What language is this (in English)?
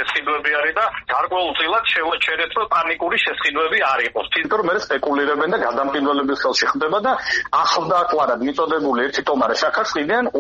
Georgian